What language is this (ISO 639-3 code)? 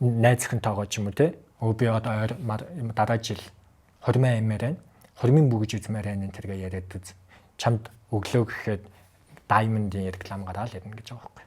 mon